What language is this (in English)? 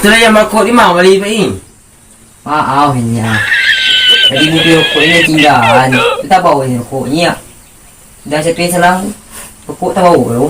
Minangkabau